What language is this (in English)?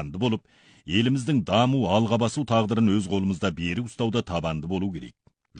Kazakh